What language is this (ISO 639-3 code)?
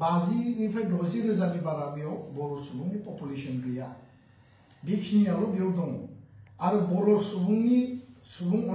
brx